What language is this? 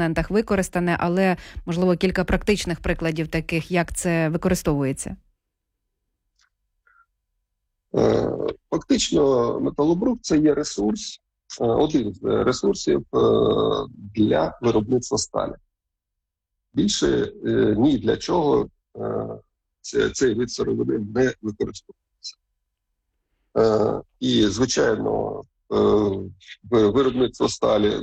Ukrainian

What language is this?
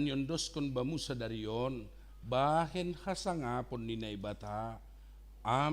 Batak Simalungun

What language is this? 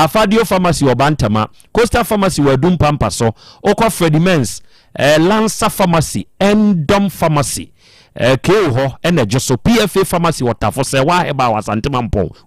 Akan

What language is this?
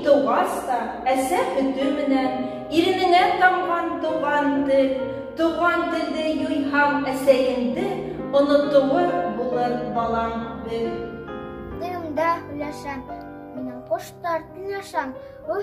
Bashkir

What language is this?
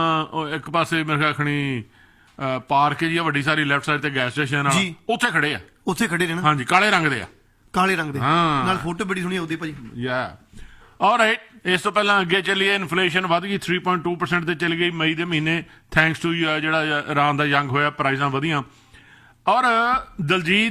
Punjabi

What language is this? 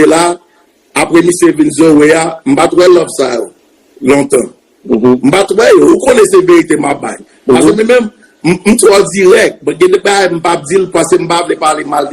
Haitian Creole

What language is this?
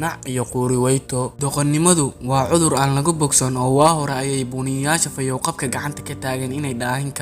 Somali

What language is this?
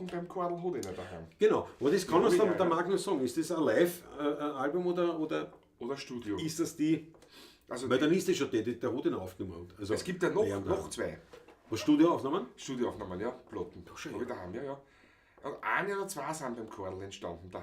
Bavarian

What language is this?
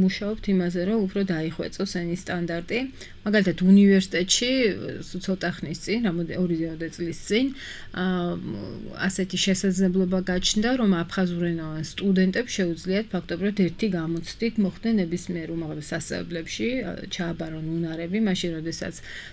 Georgian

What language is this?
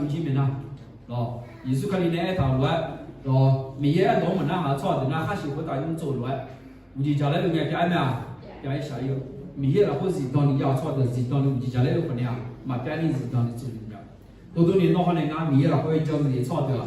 Akha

